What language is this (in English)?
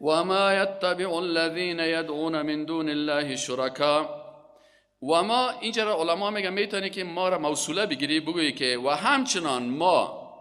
Persian